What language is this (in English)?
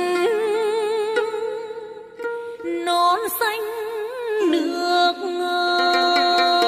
Vietnamese